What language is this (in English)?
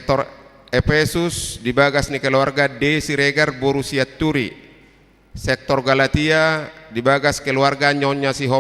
Batak Toba